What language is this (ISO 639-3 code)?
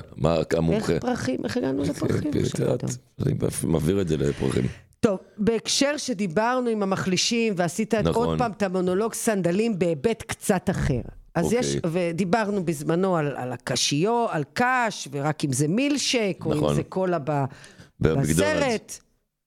heb